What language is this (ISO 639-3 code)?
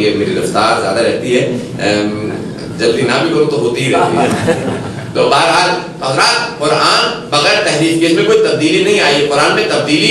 urd